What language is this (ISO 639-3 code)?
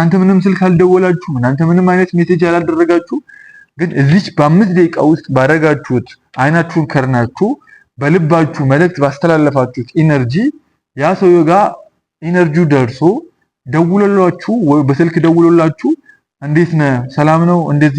amh